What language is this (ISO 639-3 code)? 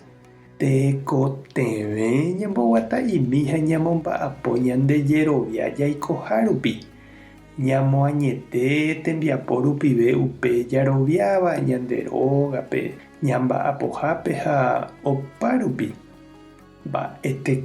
grn